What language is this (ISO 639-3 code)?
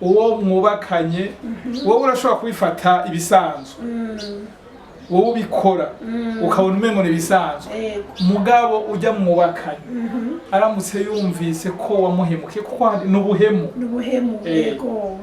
run